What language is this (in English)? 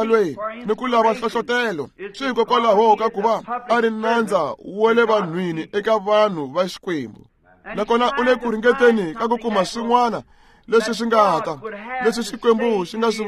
Tsonga